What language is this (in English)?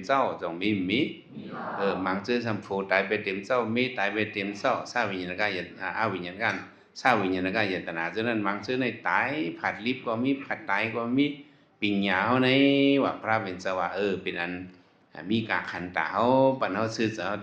Shan